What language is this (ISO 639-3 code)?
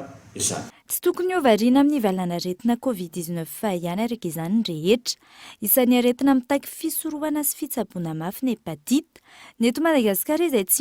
mlg